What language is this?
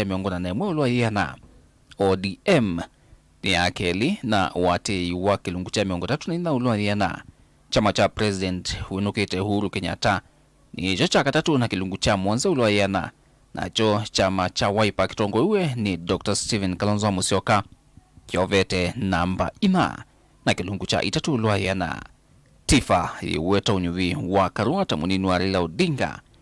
Kamba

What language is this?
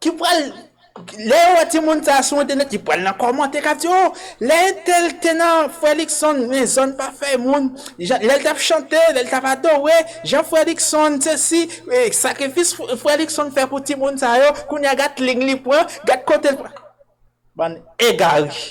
Haitian Creole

